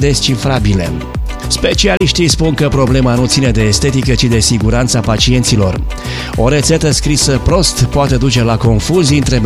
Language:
Romanian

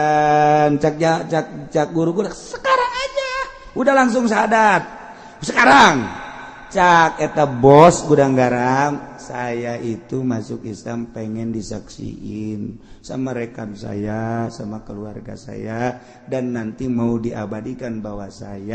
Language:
Sundanese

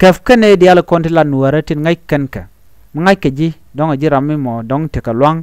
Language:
Nuer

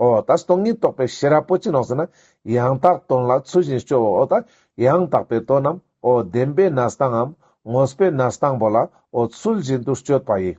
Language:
Ladakhi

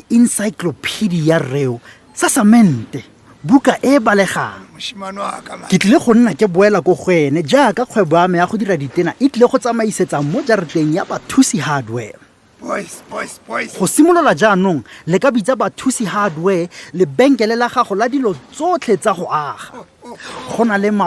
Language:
Tswana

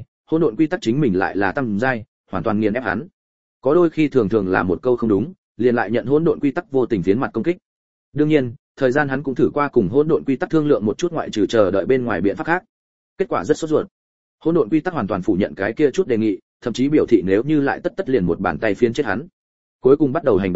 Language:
Vietnamese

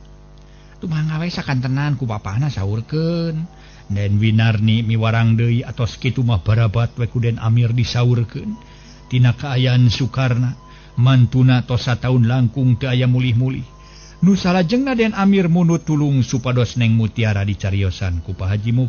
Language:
Sundanese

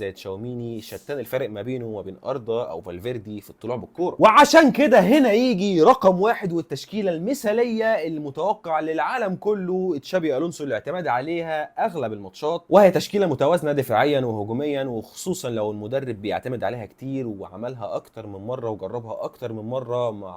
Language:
Egyptian Arabic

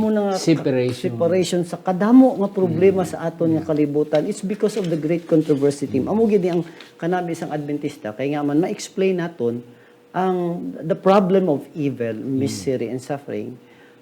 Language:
Hiligaynon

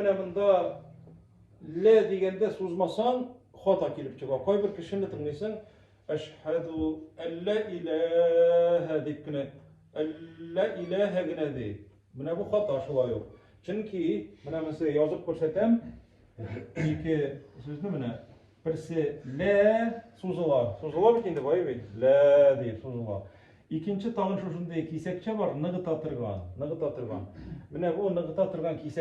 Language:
Tatar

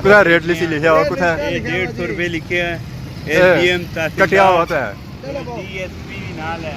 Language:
Pahari-Potwari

